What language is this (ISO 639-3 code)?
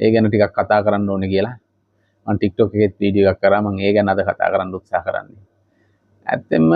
sin